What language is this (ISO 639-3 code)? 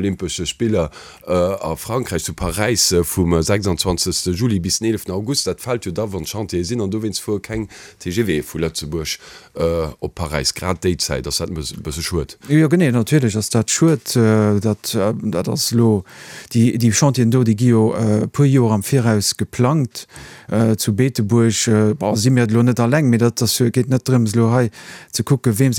ltz